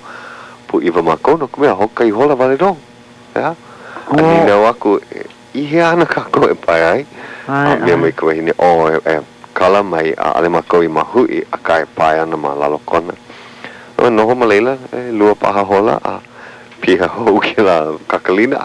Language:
Hawaiian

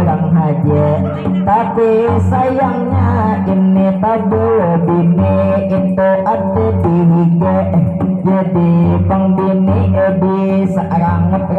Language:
Banjar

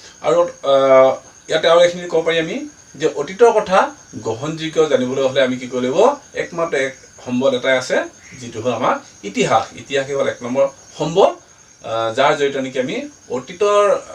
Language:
Assamese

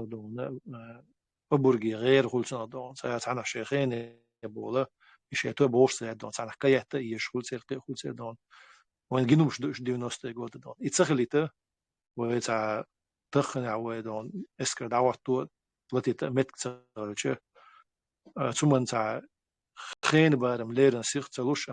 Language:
Chechen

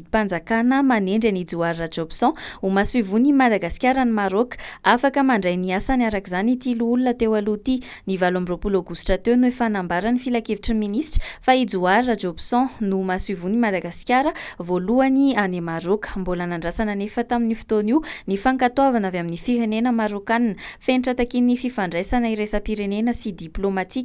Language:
Malagasy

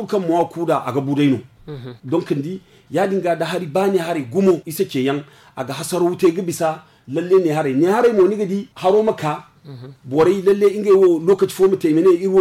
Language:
Zarma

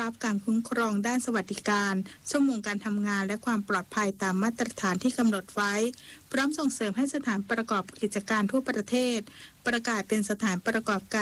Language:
Thai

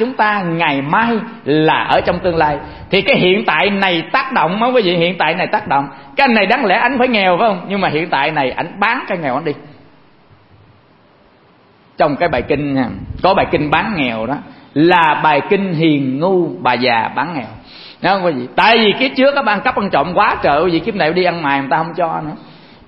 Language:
Vietnamese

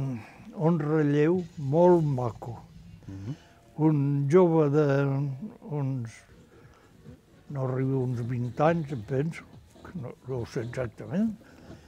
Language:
Catalan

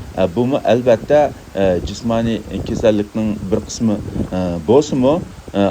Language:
Uyghur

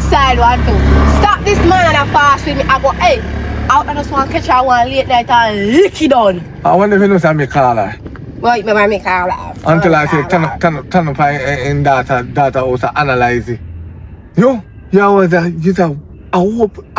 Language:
Jamaican Creole English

